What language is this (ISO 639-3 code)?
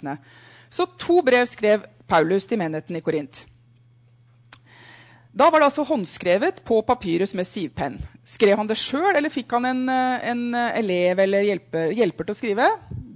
nor